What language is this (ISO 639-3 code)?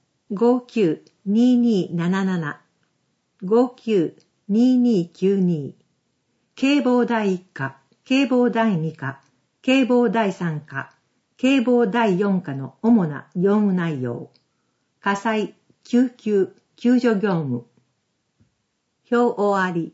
jpn